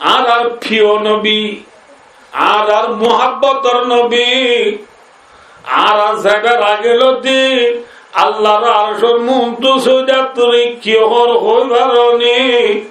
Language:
Rohingya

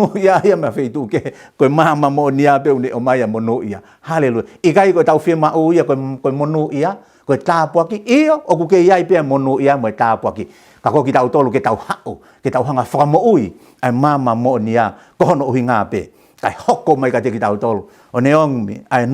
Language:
Tongan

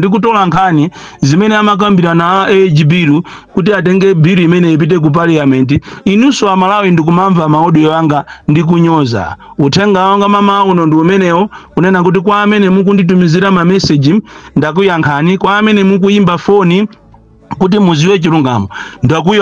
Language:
Nyanja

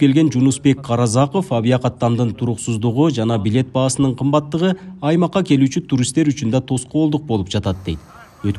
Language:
Kyrgyz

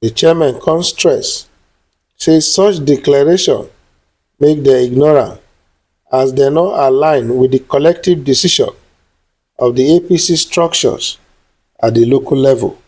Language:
Nigerian Pidgin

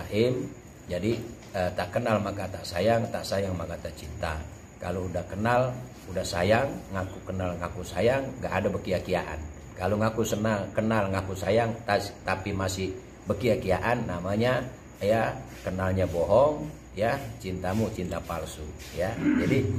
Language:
Betawi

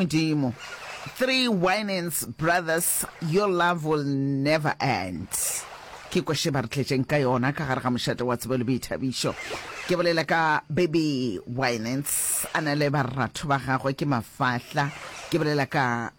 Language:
Northern Sotho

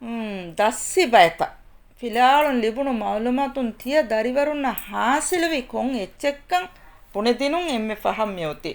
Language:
Divehi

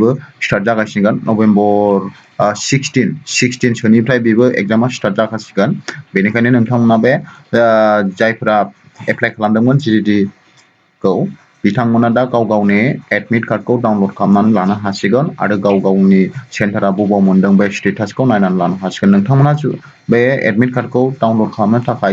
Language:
Bodo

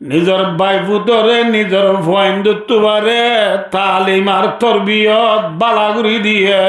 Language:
Rohingya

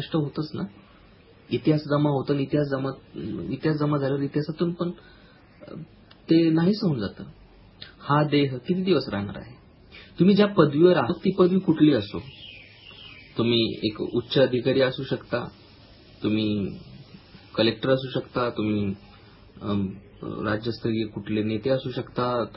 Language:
Marathi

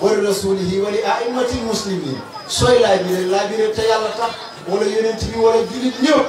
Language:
Wolof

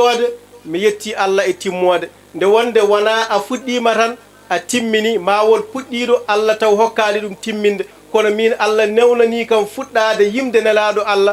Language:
Fula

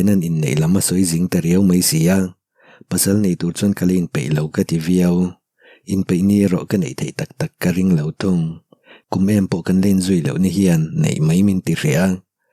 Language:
Mizo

